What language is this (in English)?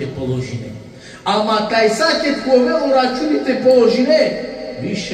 Balkan Romani